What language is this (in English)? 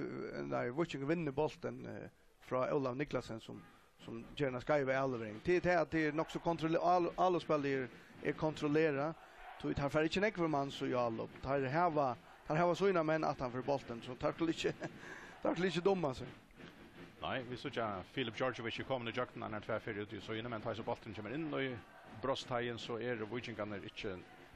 Faroese